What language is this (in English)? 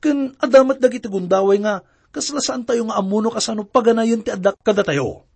Iloko